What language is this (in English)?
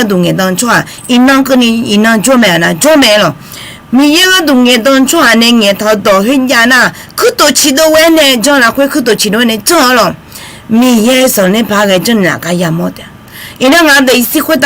Akha